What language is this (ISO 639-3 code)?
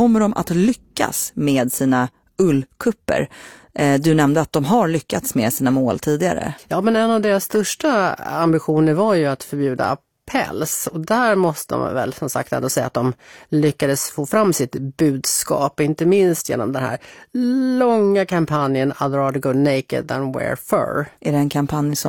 swe